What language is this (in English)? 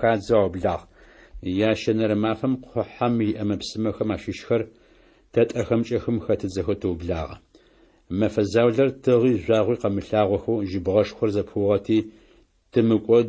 Adyghe